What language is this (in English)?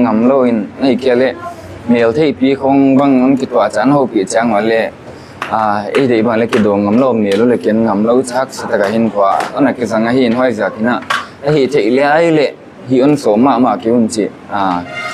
Paite Chin